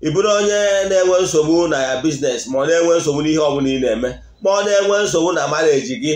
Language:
Igbo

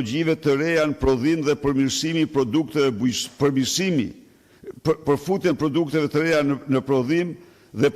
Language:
Albanian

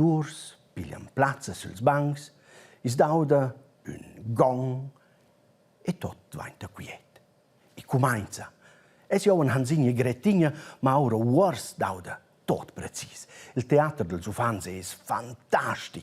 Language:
Romansh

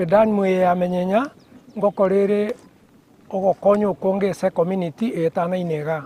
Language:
Gusii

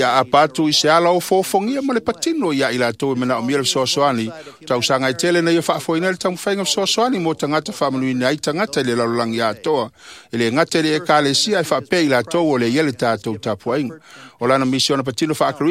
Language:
Samoan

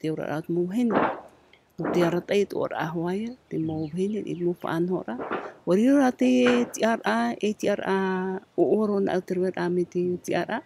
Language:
Tahitian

